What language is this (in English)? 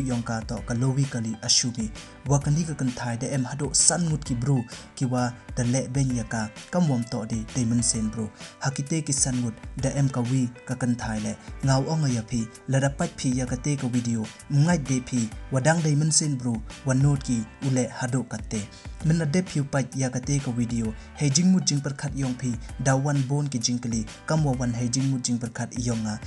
Pnar